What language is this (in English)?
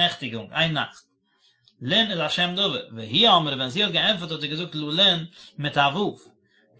Yiddish